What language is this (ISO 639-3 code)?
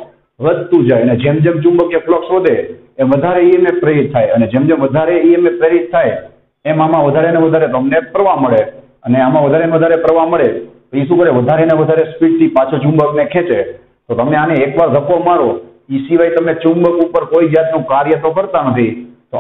guj